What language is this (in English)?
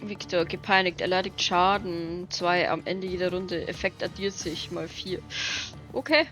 Bavarian